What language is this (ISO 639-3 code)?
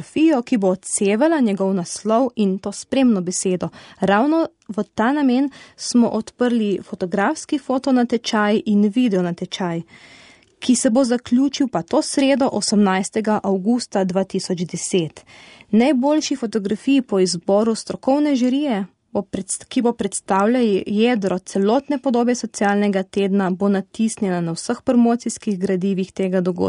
slv